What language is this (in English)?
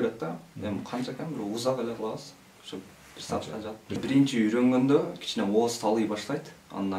Kyrgyz